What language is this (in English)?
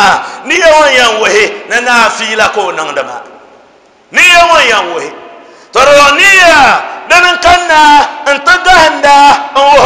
Dagbani